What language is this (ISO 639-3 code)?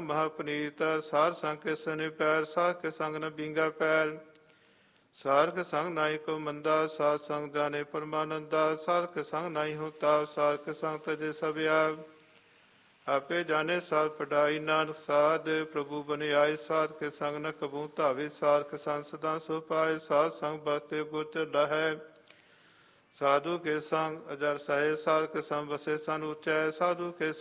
pan